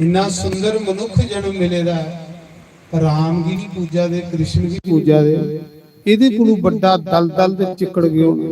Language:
Dogri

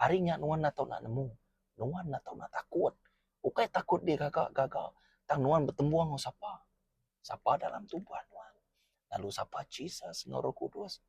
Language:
Iban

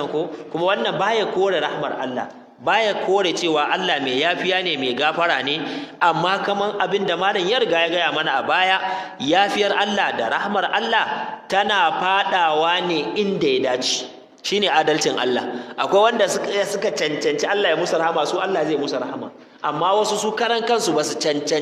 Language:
Hausa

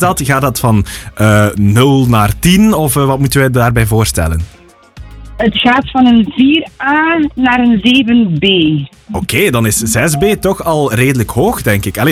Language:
Dutch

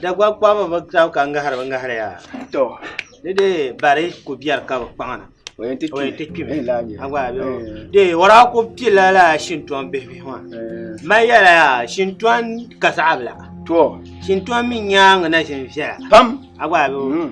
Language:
Dagbani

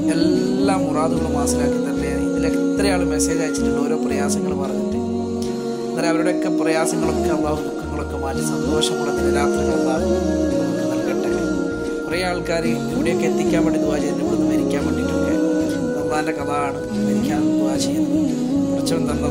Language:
Malayalam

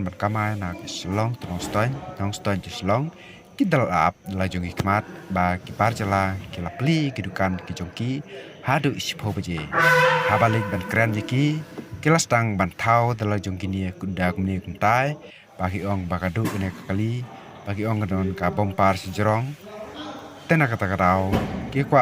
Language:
Khasi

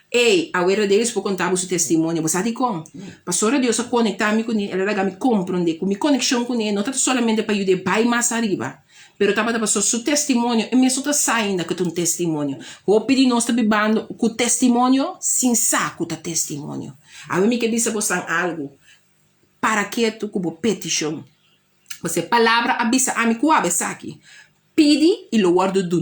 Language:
Papiamento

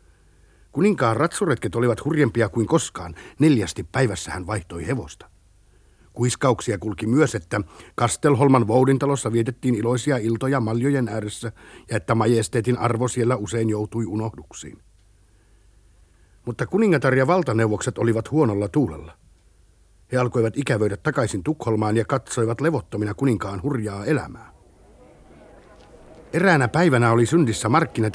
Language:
Finnish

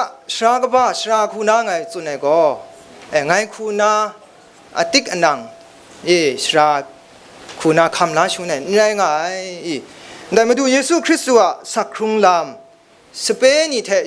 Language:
Kachin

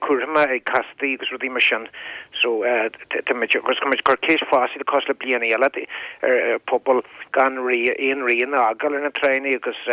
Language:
Irish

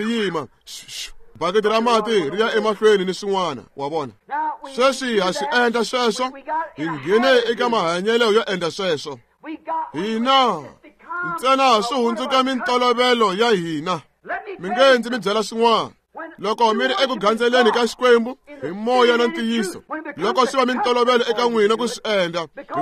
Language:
Tsonga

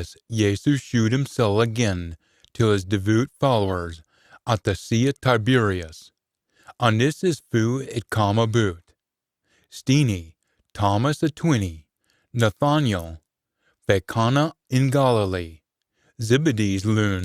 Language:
Scots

